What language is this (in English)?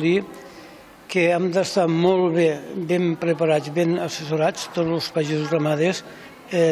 Catalan